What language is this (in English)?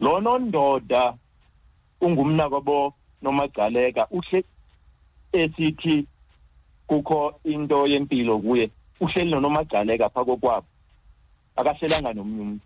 Xhosa